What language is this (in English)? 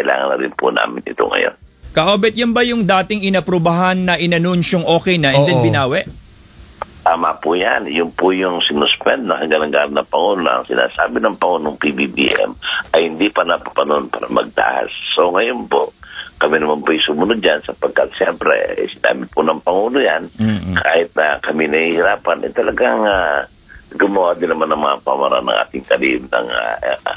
Filipino